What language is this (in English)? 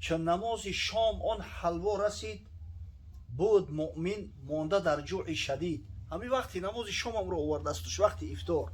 Tajik